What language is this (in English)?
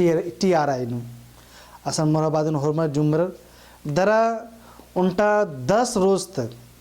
Kurukh